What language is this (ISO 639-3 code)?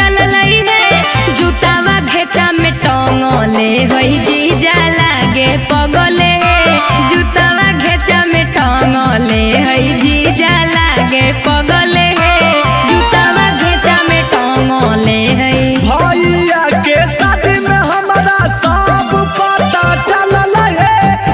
mag